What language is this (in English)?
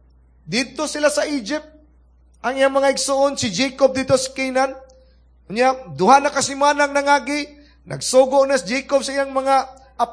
Cebuano